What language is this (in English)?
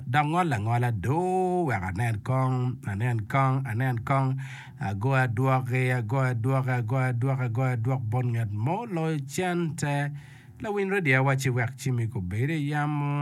Acoli